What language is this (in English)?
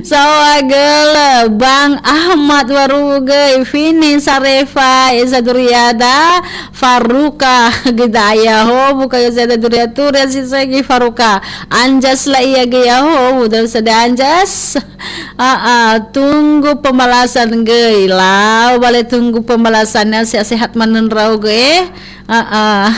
Nias